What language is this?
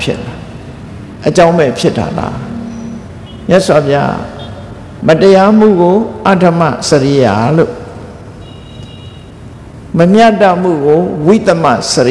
Burmese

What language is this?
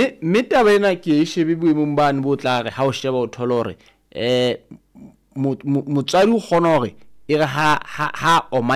Southern Sotho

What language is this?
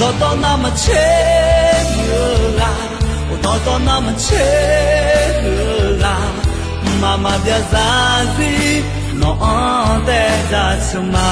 Akha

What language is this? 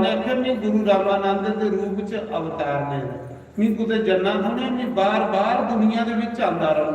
Dogri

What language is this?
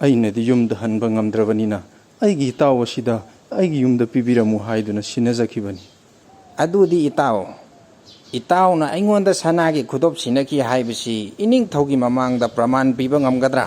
Manipuri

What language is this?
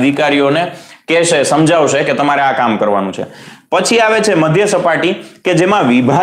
Gujarati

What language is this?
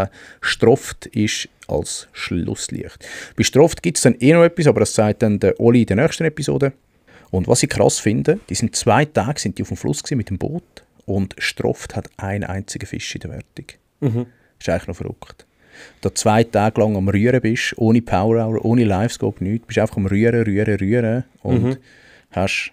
Swiss German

